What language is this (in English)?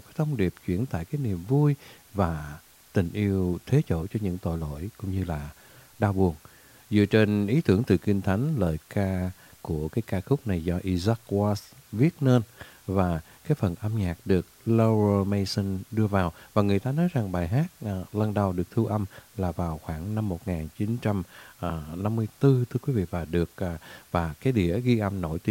Vietnamese